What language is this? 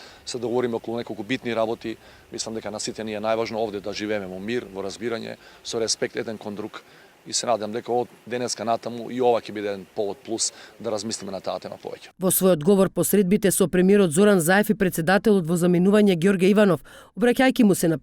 Macedonian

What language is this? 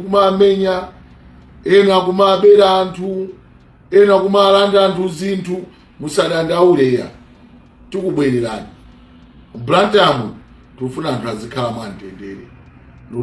Nyanja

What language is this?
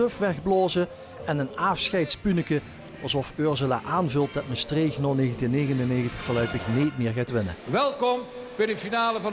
Limburgish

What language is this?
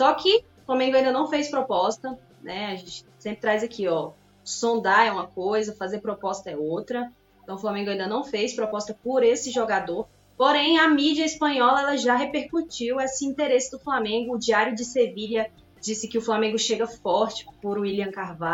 Portuguese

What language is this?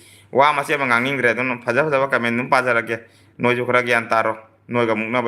Manipuri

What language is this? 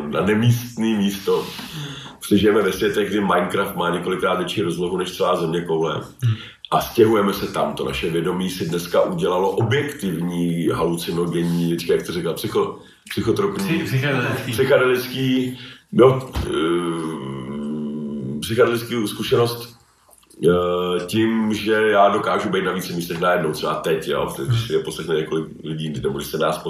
Czech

